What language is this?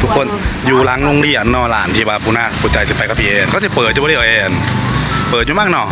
Northeastern Thai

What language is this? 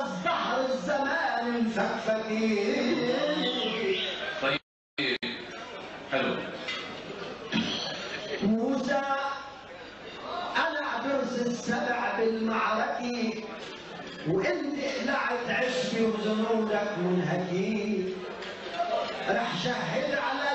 North Levantine Arabic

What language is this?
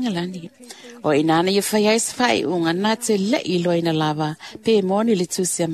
Samoan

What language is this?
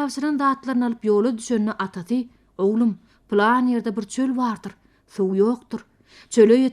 Turkmen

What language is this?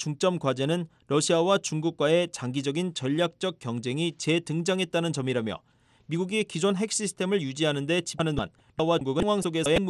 Korean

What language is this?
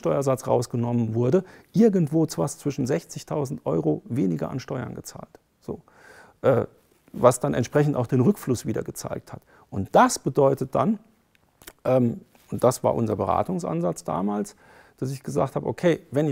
German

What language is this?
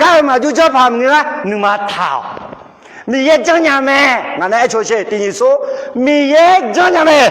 Akha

